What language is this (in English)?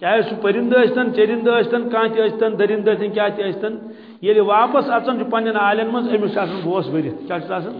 Kashmiri